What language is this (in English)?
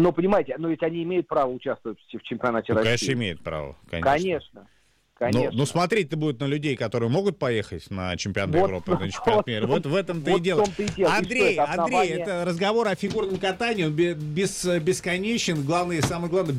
Russian